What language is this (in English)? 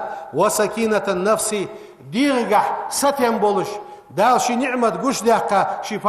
Ingush